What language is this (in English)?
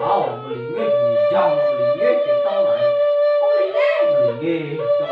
Balinese